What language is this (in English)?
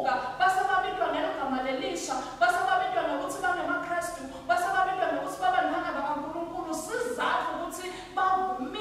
Swati